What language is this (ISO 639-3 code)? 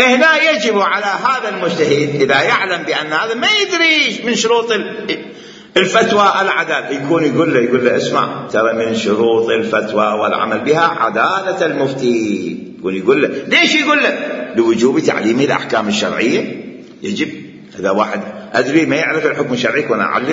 acm